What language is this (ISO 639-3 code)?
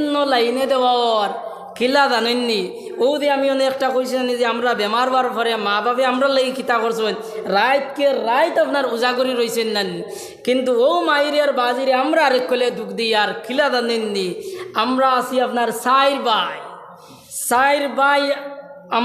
syl